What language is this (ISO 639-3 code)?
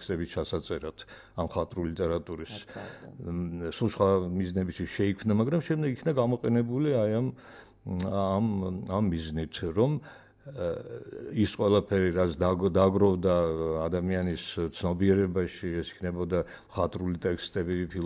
kat